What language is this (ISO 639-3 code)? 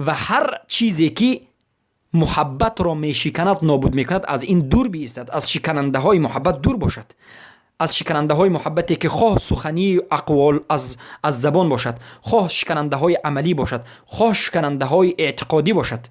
fas